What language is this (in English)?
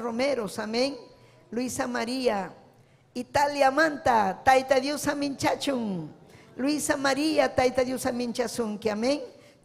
Ayacucho Quechua